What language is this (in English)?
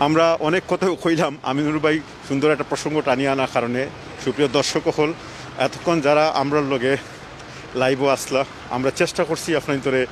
Sylheti